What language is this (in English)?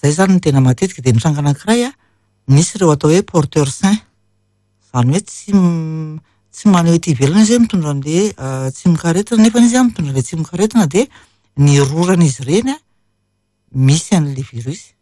Malagasy